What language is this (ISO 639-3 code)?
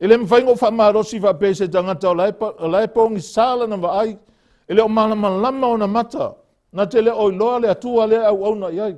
smo